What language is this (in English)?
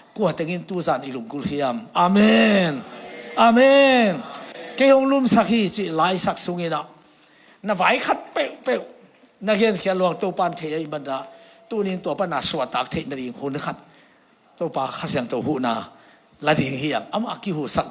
Tedim Chin